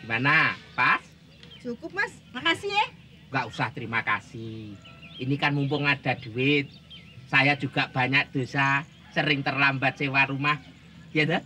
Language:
Betawi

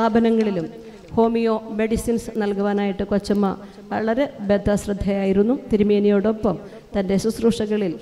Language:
Malayalam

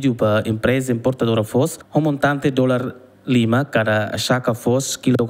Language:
Tetum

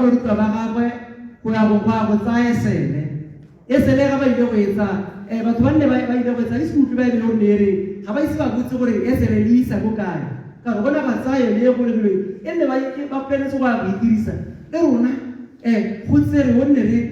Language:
Tswana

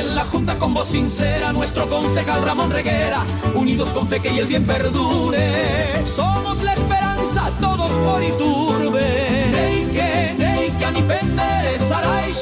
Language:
Guarani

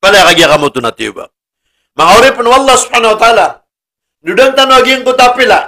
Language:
Maranao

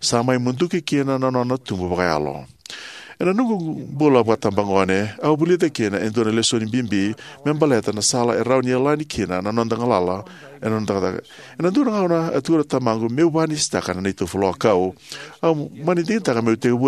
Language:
Fijian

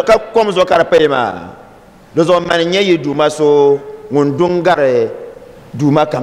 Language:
Dagbani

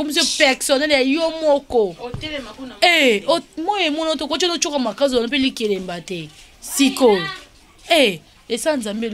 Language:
Lingala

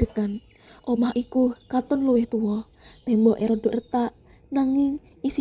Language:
Javanese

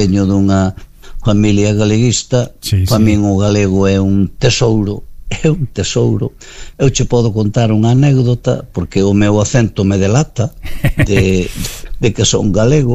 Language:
Galician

